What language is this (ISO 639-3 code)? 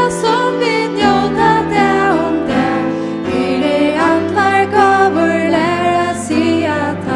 fao